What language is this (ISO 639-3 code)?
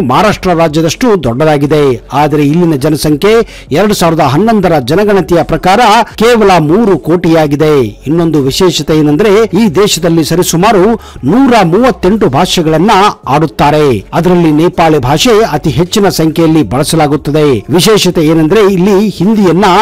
kan